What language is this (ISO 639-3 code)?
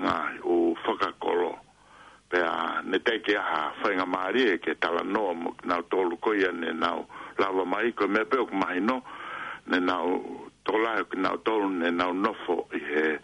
ton